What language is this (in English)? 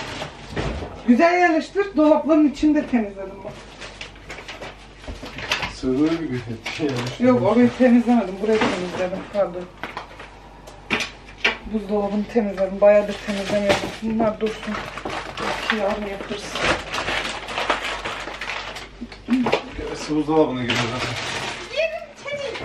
Turkish